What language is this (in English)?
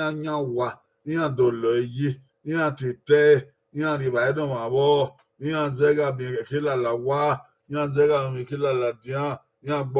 Bini